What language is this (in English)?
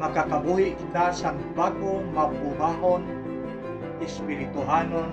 Hiligaynon